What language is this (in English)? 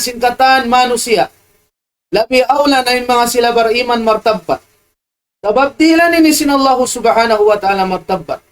Tausug